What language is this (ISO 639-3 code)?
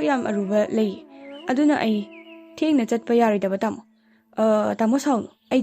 mni